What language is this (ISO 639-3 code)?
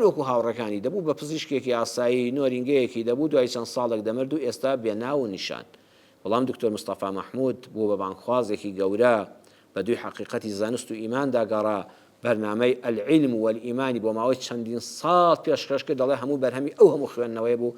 ckb